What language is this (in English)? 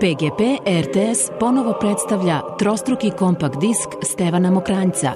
Serbian